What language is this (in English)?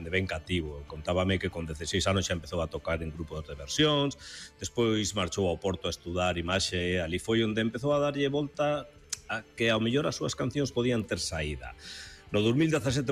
Galician